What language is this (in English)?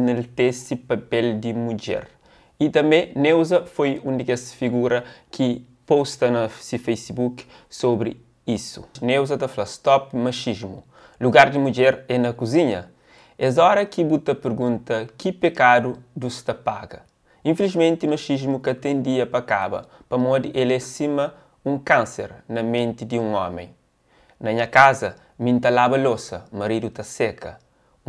Kabuverdianu